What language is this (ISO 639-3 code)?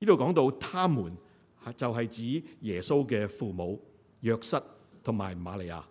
yue